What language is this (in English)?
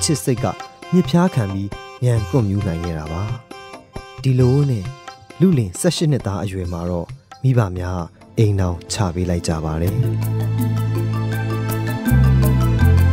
Burmese